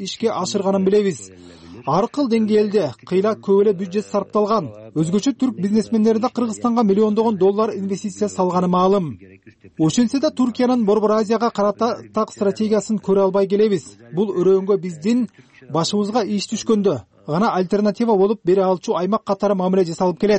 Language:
Kyrgyz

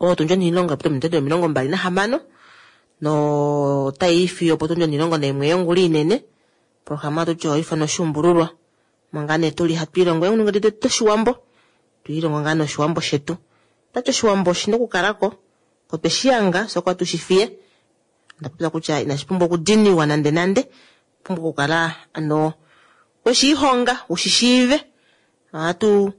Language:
Kuanyama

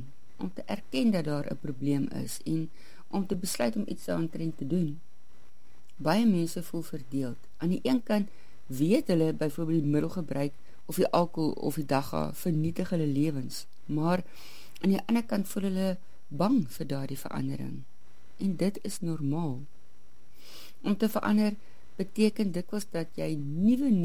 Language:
Afrikaans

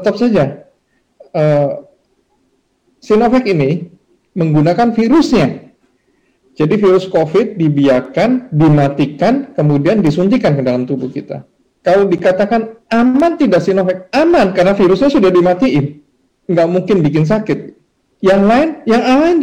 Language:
Indonesian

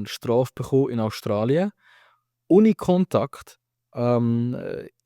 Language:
Swiss German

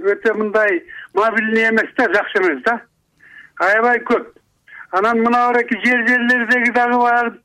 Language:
Kyrgyz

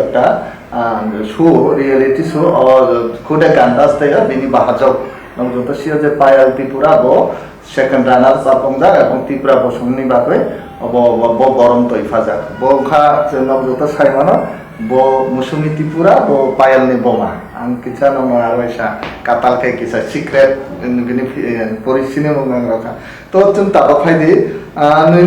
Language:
Kok Borok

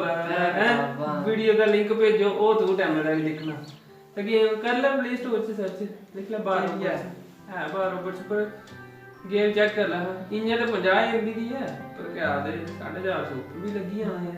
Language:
Dogri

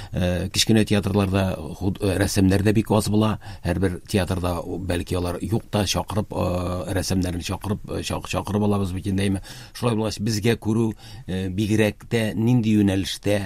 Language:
Tatar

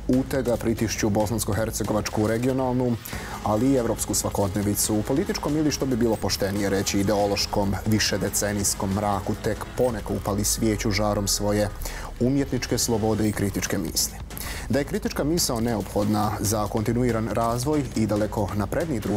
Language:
Bosnian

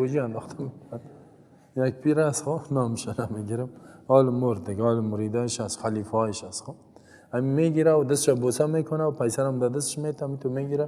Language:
Persian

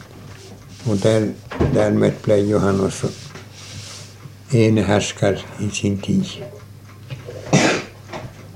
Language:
Norwegian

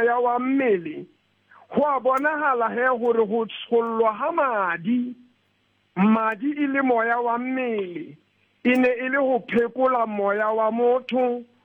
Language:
Southern Sotho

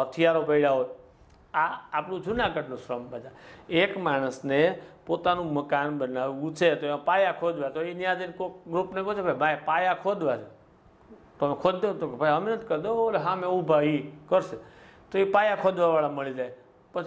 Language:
Gujarati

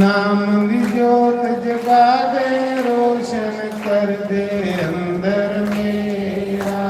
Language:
Dogri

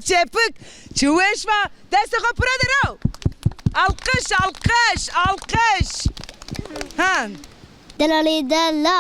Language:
Zaza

